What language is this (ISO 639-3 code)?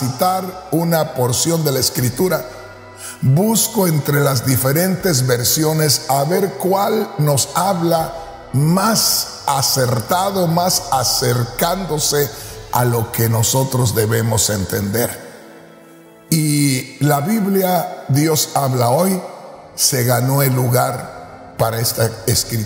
spa